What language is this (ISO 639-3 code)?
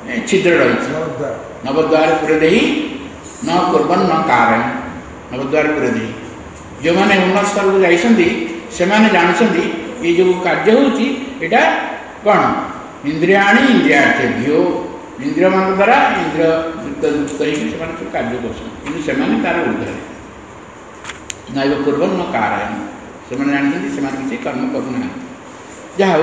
ori